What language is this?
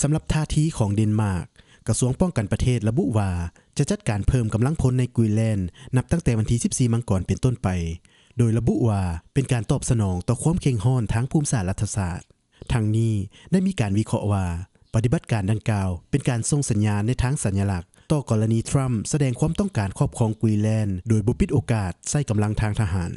Lao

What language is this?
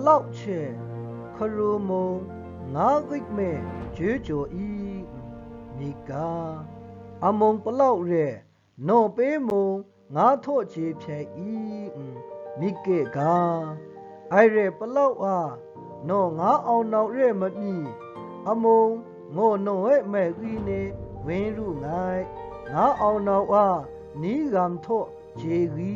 Maru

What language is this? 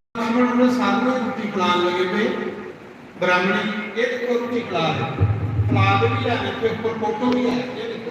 Dogri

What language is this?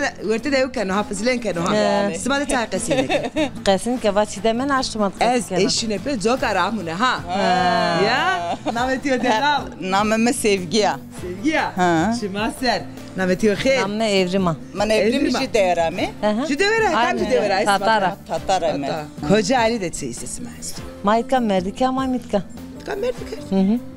Zaza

